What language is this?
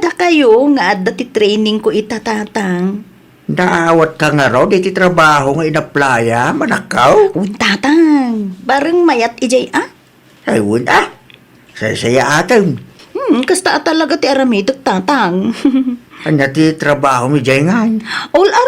Iloko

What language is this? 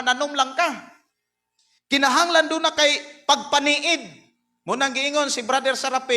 Cebuano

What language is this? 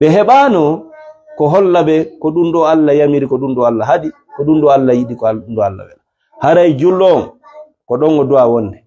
Fula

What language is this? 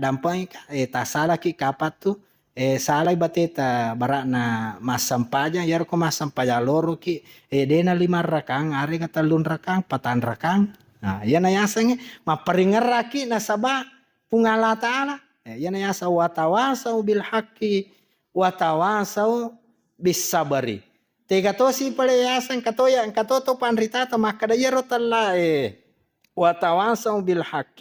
Buginese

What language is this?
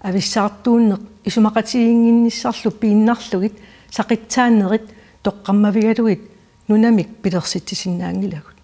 Kalaallisut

